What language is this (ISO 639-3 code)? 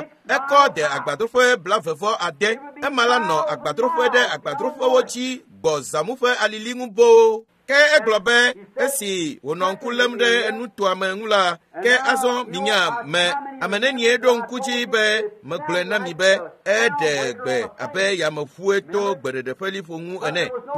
ewe